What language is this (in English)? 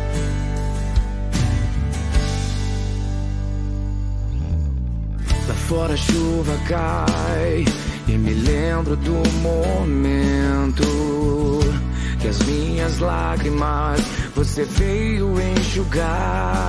Portuguese